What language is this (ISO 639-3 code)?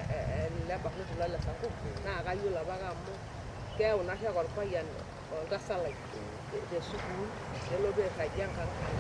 mas